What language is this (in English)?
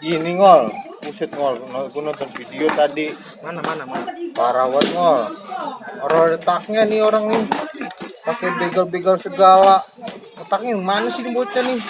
Betawi